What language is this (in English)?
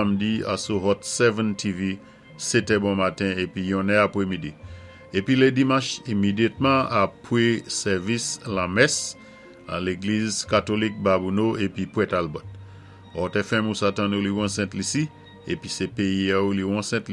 Saint Lucian Creole French